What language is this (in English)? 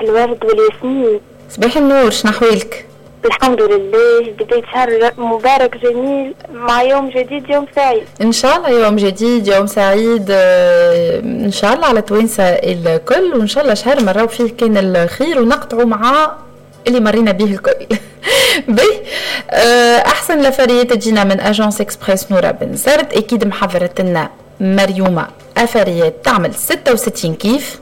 Tunisian Arabic